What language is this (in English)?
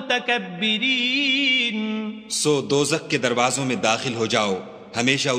Urdu